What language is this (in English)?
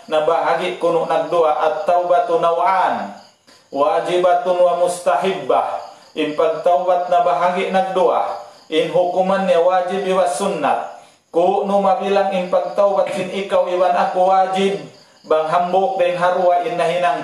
Tausug